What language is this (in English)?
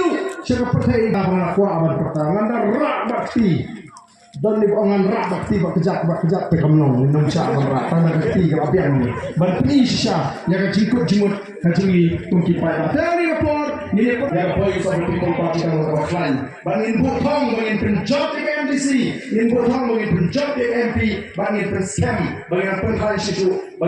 Khasi